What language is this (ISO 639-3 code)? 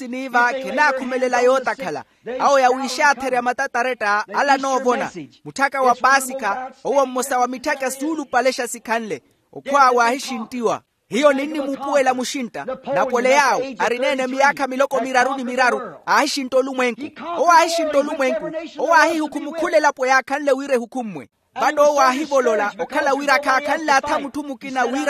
vmw